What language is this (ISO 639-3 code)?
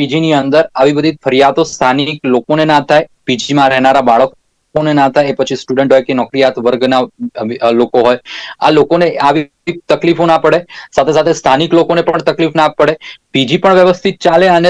guj